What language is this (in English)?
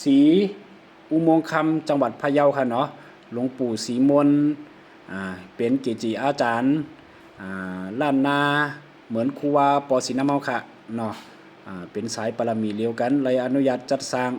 Lao